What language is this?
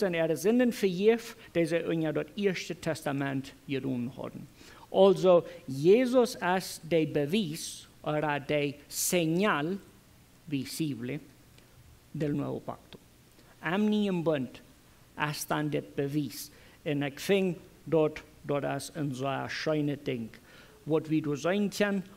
Plautdietsch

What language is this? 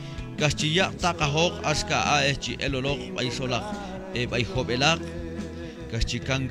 Q'anjob'al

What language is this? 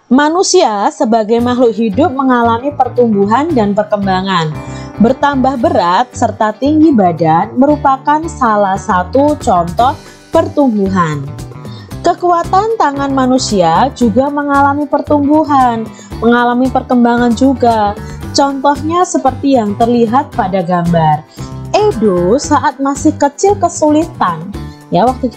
Indonesian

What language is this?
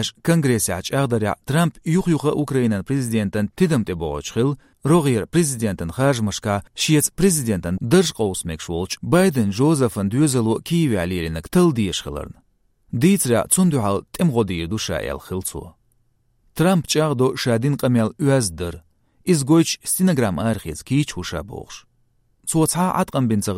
Chechen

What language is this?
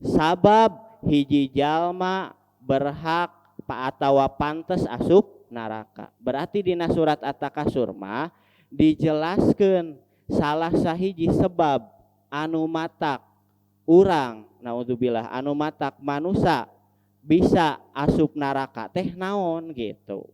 Sundanese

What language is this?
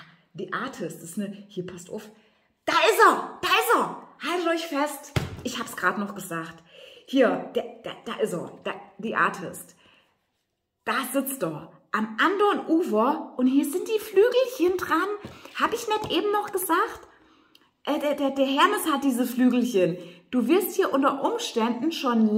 German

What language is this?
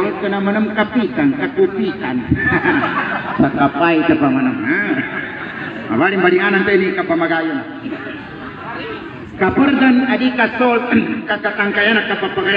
Maguindanaon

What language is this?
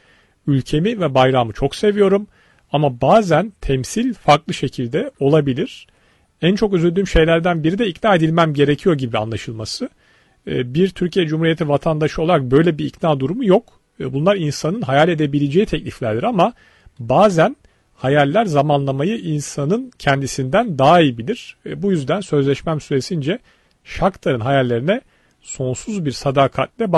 Turkish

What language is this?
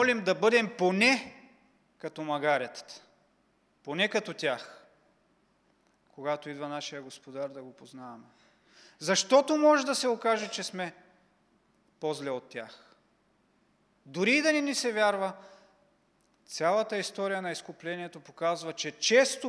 Bulgarian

